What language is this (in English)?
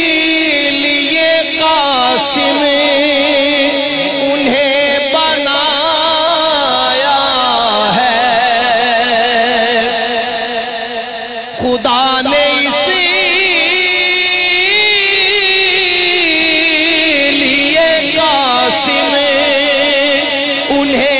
Urdu